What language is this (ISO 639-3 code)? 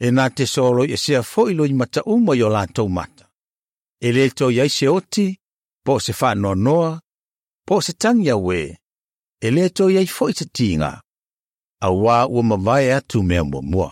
smo